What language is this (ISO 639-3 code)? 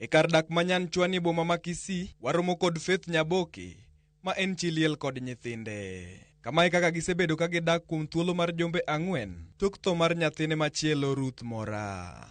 luo